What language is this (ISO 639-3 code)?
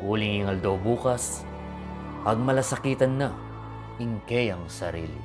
pam